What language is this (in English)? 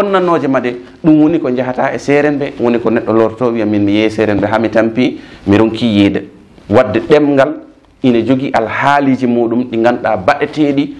Fula